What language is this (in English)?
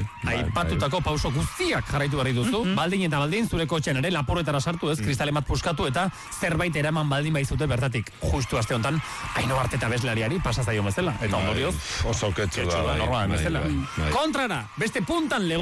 Basque